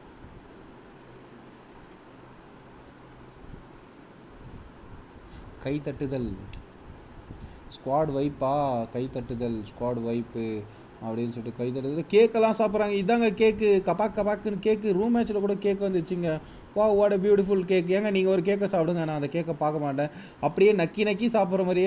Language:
Tamil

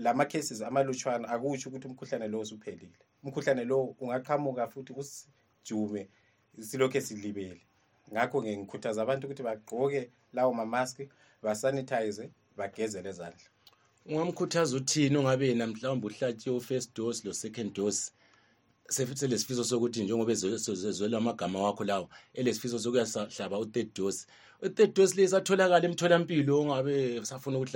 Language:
North Ndebele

